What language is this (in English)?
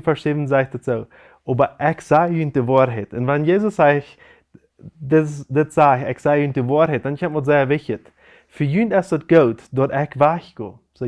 Plautdietsch